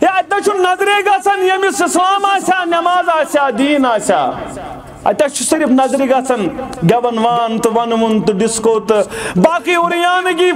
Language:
Kashmiri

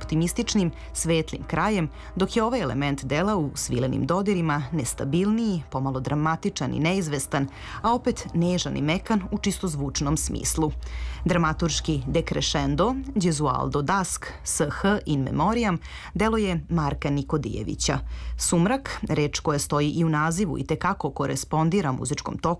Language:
Serbian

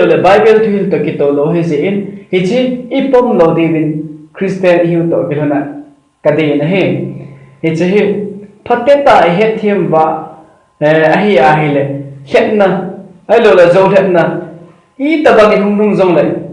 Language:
Thado Chin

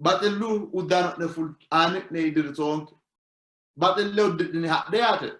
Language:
Sidamo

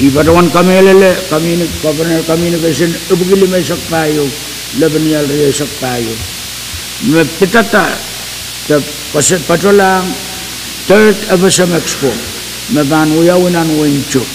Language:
Pohnpeian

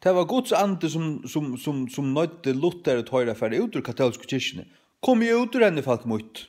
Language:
Faroese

